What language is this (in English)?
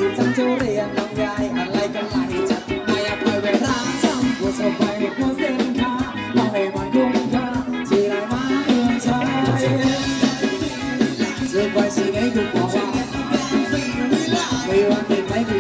Thai